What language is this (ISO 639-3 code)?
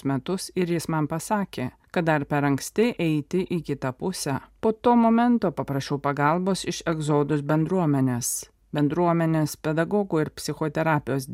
lit